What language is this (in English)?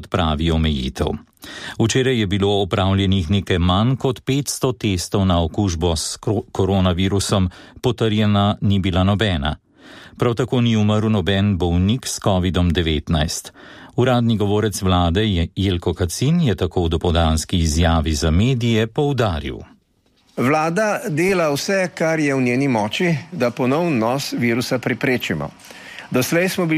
Slovenian